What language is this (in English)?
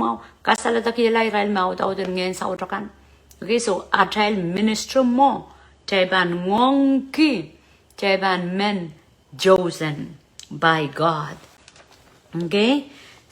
Pohnpeian